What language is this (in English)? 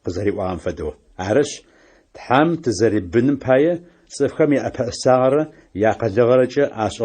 Adyghe